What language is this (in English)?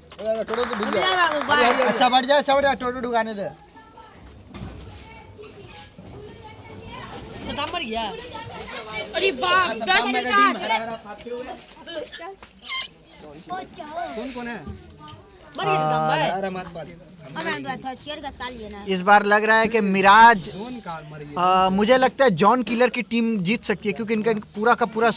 Hindi